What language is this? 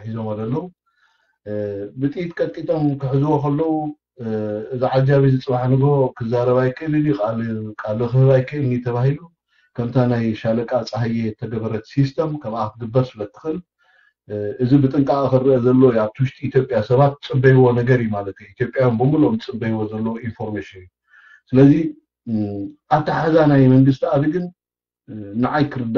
Tigrinya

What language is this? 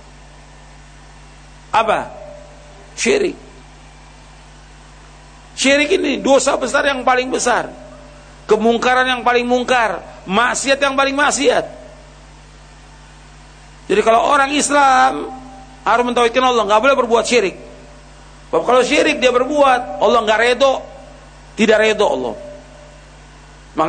Indonesian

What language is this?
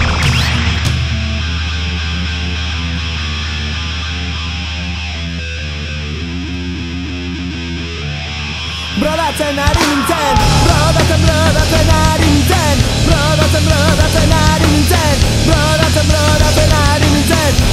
Basque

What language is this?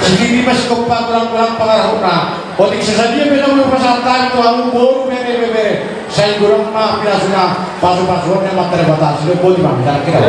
Batak Toba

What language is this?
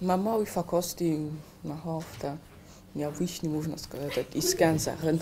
Ossetic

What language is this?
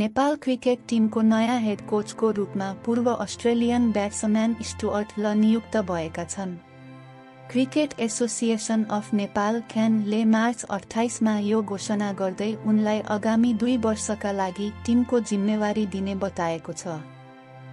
Nepali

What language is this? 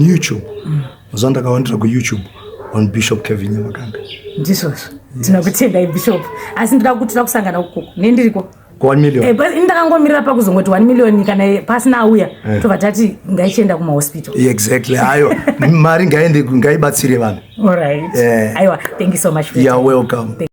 Shona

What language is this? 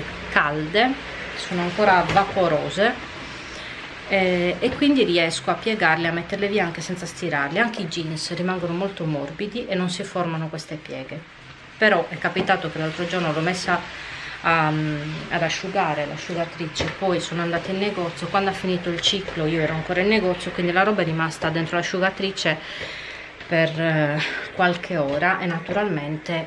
Italian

